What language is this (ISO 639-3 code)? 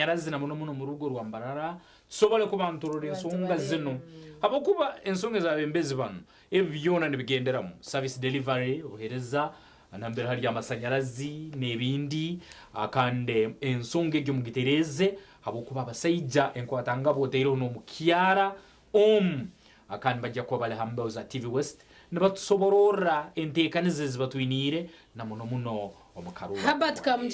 nyn